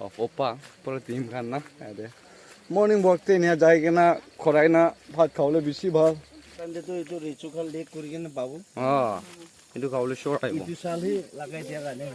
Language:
Naga Pidgin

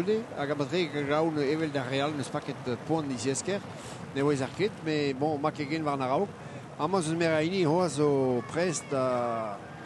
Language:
Breton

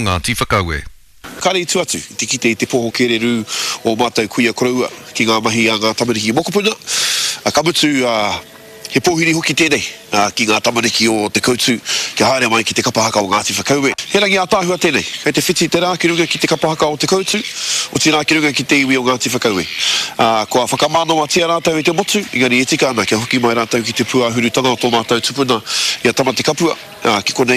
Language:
Māori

